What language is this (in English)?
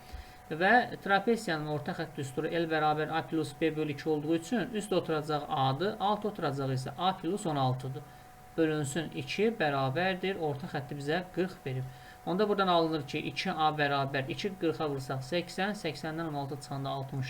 Azerbaijani